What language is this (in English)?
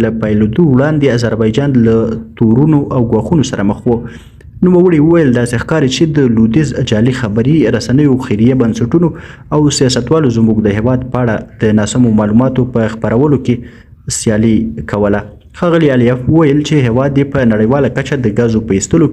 Pashto